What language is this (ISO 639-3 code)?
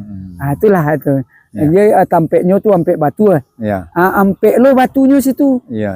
min